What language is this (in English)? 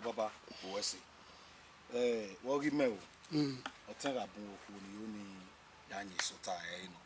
Bini